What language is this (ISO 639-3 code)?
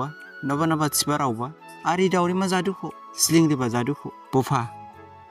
dis